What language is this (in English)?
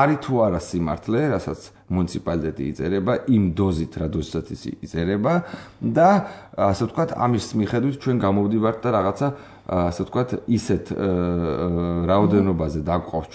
Georgian